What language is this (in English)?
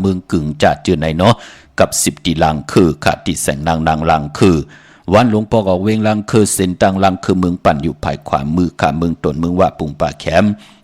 Shan